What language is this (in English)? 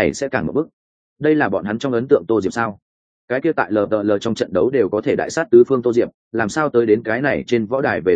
Vietnamese